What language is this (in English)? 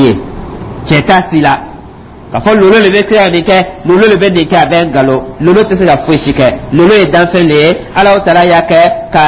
Dyula